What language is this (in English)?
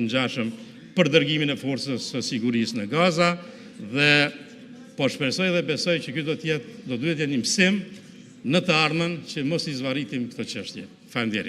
Albanian